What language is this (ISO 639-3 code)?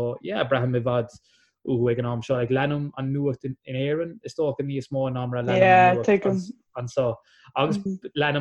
gle